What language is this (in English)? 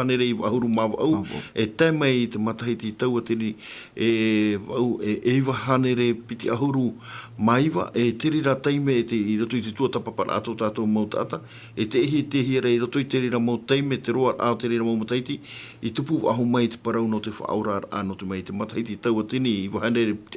Tahitian